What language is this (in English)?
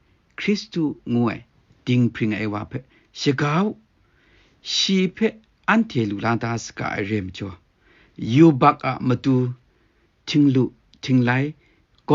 Kachin